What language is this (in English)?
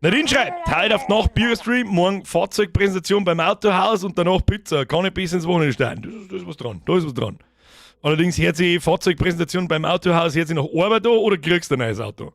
Bavarian